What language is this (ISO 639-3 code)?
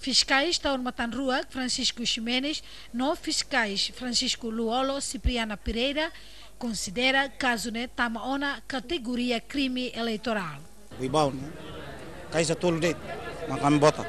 tet